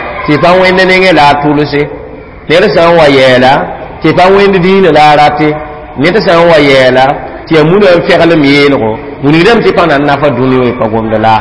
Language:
Mossi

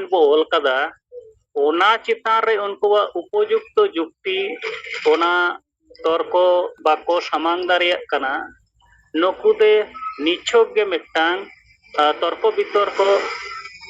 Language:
Santali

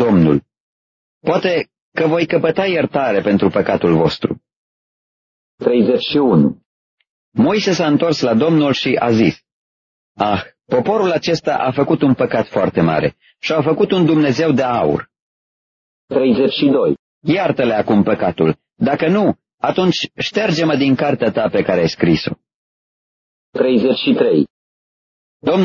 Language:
Romanian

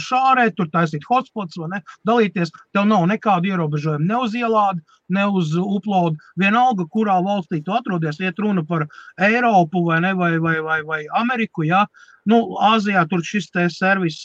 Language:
Latvian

